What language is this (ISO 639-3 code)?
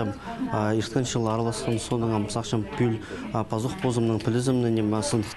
kjh